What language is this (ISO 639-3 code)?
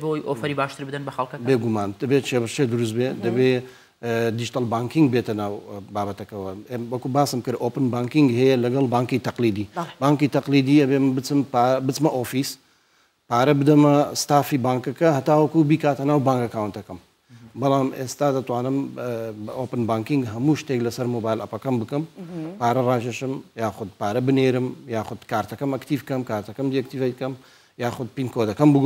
ckb